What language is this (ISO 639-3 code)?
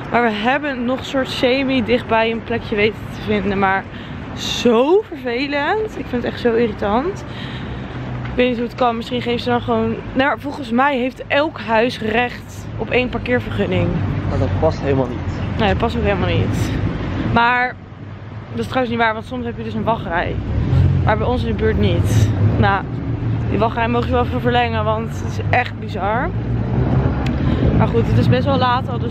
nld